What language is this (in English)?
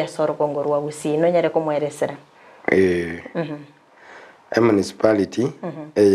Gusii